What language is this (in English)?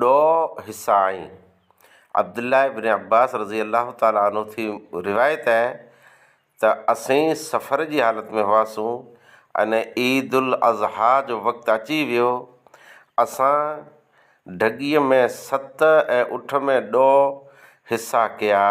Sindhi